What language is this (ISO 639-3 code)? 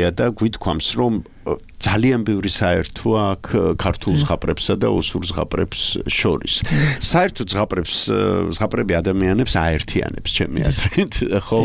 kat